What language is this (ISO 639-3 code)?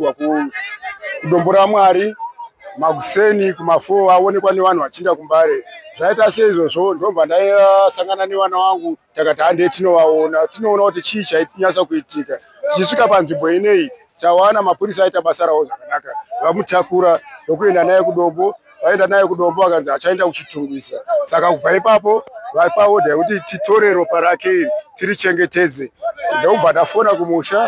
sna